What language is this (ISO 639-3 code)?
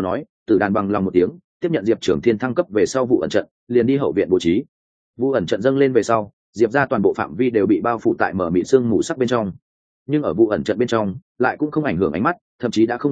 vie